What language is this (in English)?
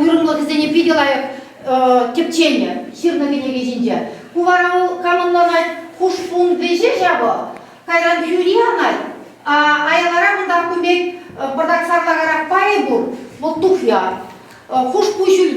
Chuvash